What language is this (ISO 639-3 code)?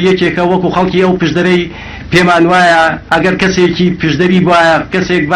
ckb